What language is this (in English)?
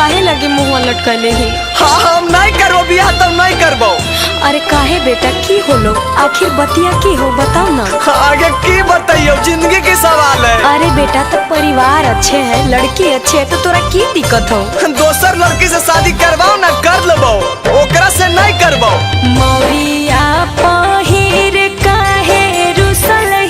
Magahi